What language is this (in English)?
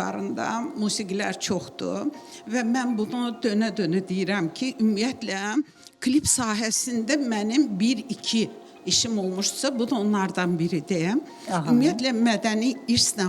Azerbaijani